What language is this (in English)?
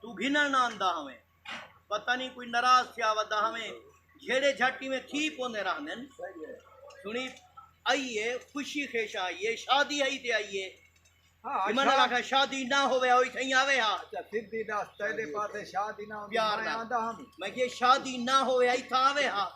Saraiki